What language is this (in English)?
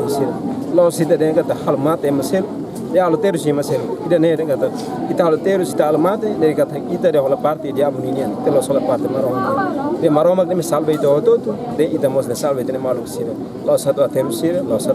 Tetum